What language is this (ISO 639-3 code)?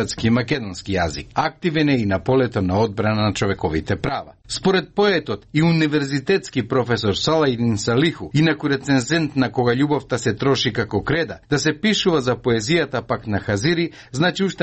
mkd